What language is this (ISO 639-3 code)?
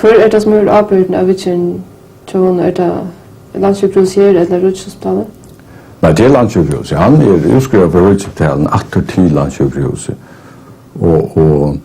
fao